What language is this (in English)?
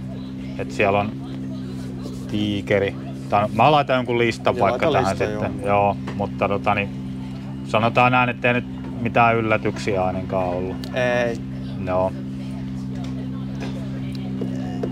Finnish